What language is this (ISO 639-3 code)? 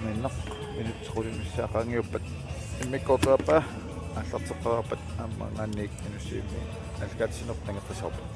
kal